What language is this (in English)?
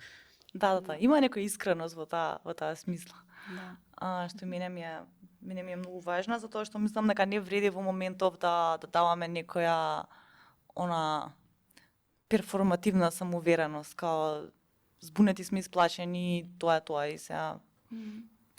Macedonian